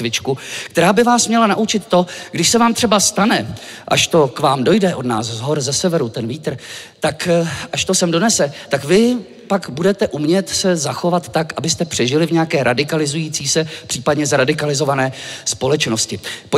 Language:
Czech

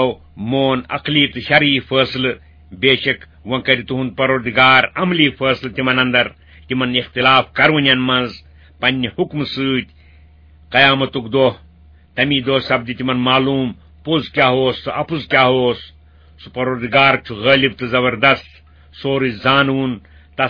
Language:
Kashmiri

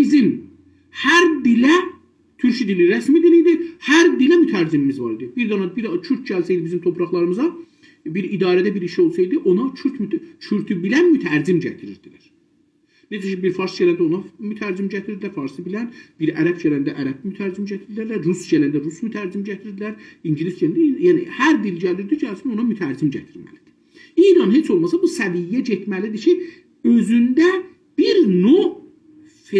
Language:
South Azerbaijani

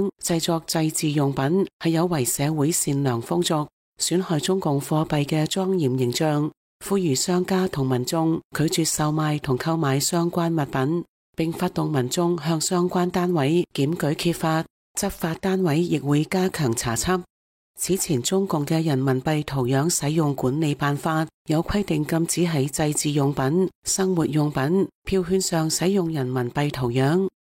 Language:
Cantonese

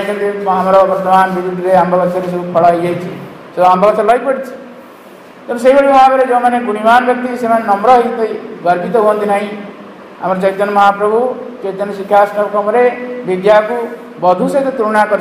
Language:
Odia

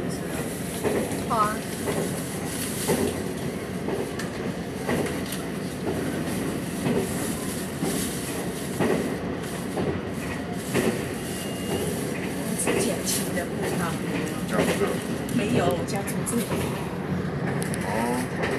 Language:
Chinese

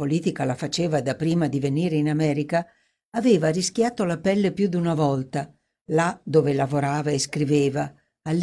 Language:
Italian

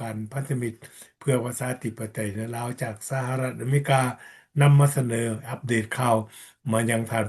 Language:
Lao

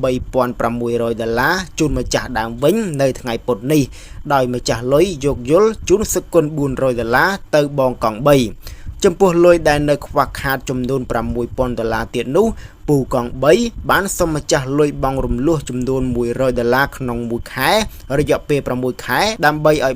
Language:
Khmer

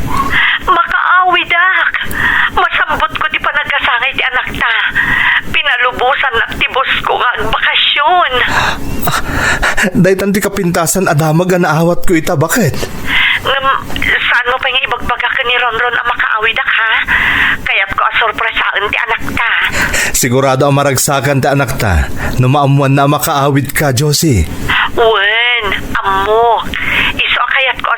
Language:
Iloko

